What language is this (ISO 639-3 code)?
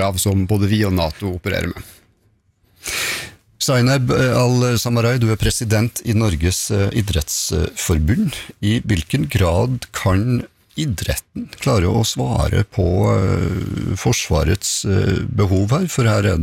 nor